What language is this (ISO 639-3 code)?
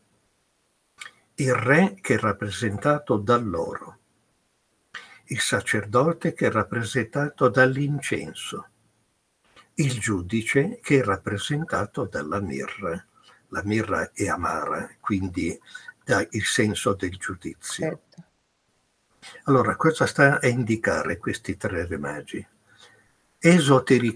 ita